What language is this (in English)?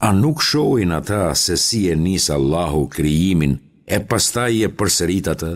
Albanian